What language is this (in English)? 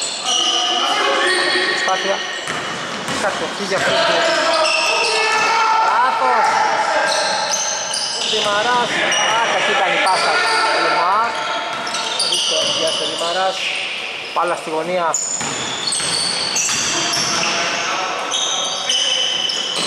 Greek